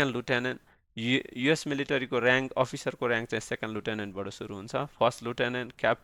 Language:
Nepali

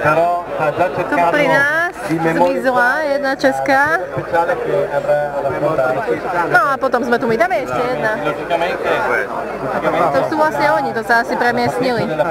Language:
Slovak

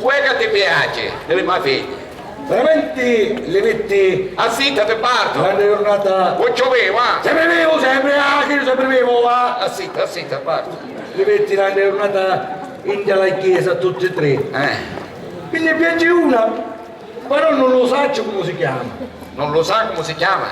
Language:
Sicilian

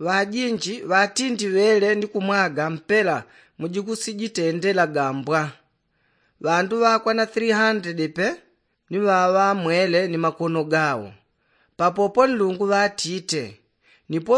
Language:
Yao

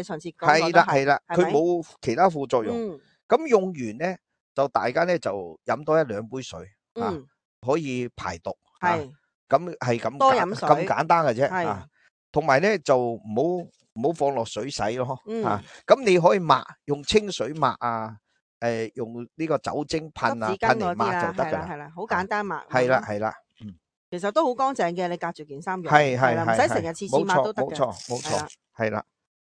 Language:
Cantonese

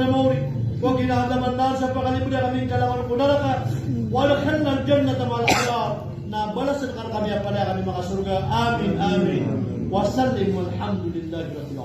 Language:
Maranao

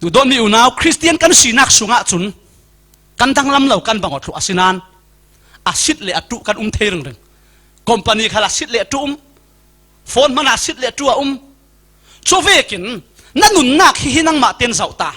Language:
Falam Chin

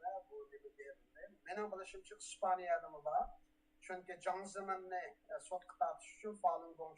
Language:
Uyghur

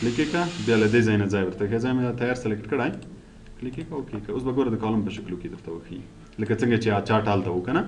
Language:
Pashto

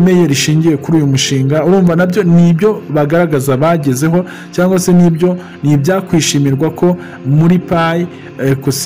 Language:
Kinyarwanda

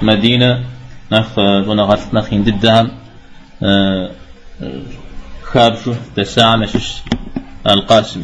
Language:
Kabardian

